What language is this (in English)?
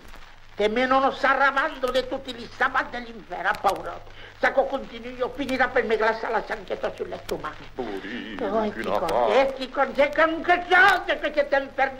Occitan